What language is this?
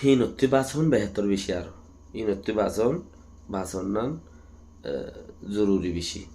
Rohingya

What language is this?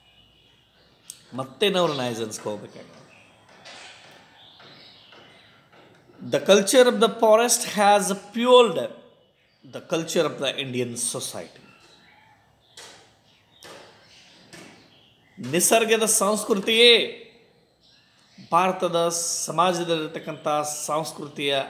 Kannada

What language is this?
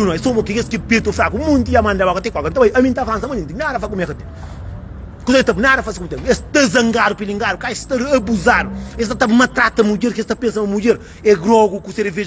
Kabuverdianu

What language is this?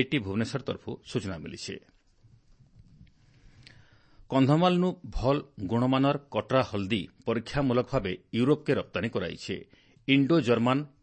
Odia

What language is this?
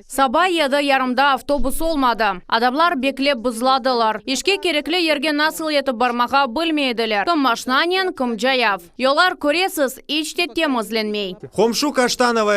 Crimean Tatar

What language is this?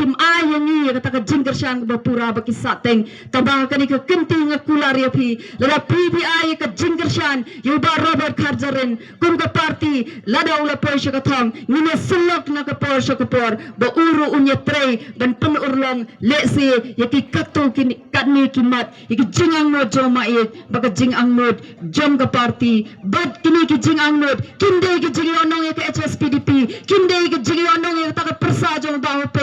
Khasi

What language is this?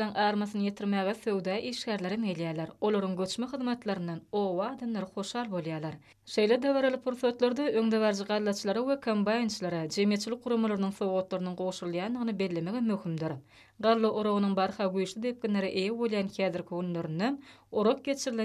Turkmen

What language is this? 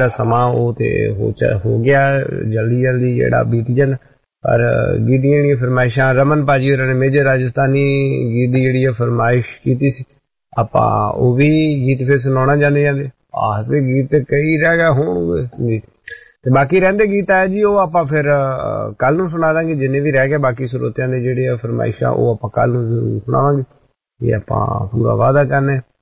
Punjabi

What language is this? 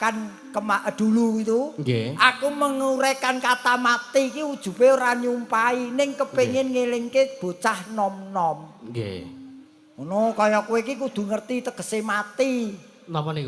Javanese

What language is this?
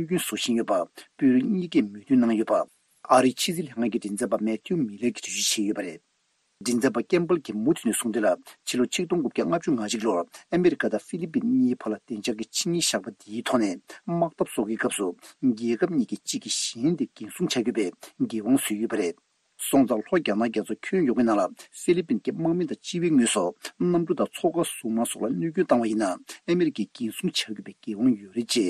Tibetan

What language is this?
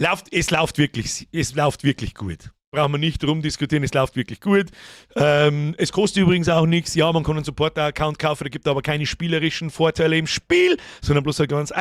Bavarian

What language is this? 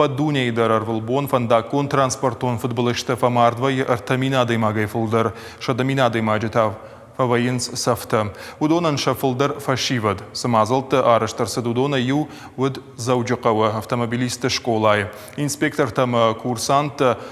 Ossetic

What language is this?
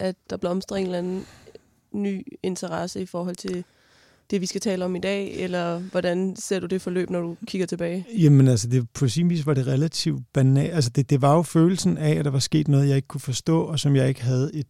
Danish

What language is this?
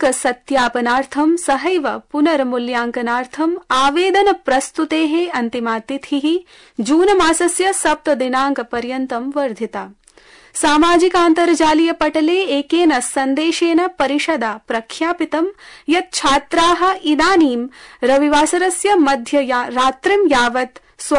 Sanskrit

